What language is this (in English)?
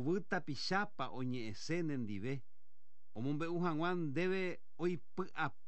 Guarani